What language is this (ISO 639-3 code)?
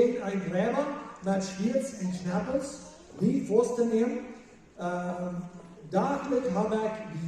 pdt